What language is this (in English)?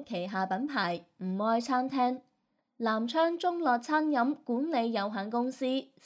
Cantonese